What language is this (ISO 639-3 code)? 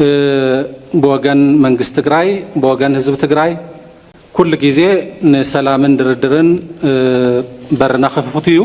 tir